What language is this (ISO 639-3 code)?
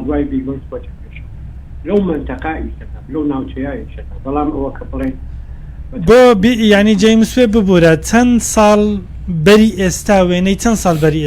ckb